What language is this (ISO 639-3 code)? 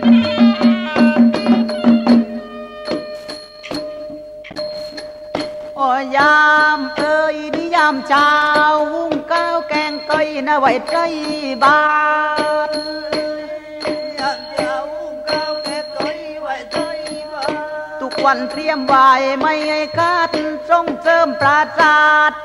tha